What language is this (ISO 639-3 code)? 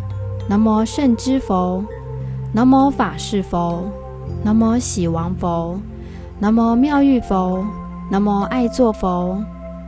zho